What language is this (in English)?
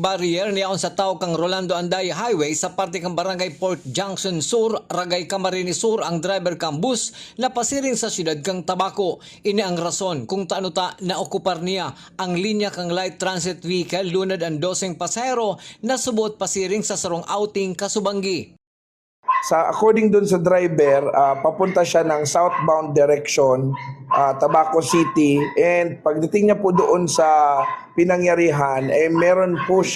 Bikol